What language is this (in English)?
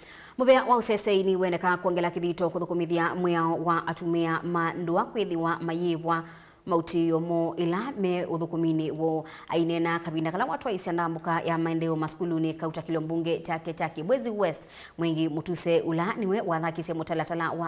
Kamba